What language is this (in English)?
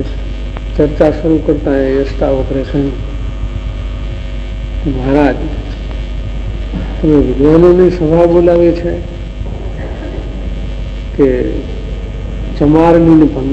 Gujarati